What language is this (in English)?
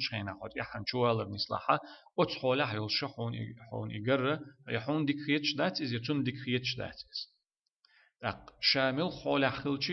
Chechen